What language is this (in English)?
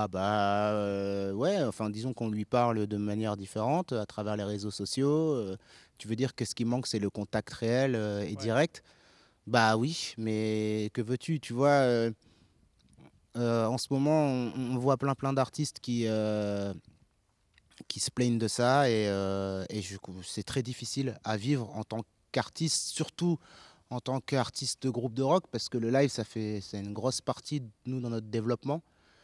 French